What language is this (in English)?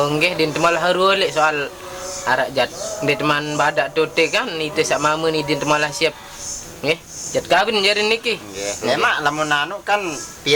Sasak